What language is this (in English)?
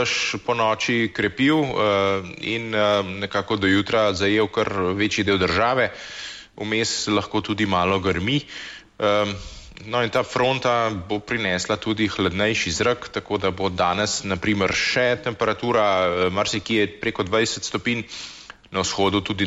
Slovenian